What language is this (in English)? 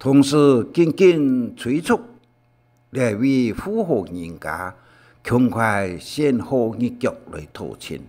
Hakka Chinese